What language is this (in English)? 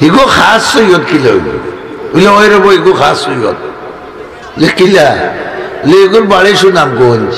Sylheti